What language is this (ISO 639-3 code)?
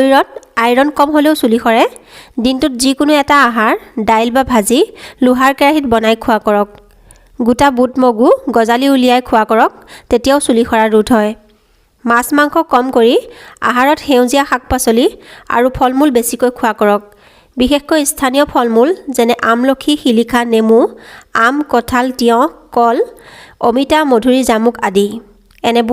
asm